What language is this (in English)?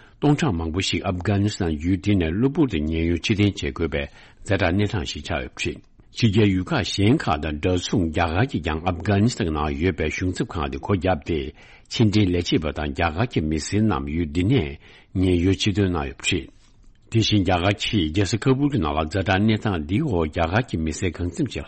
Tibetan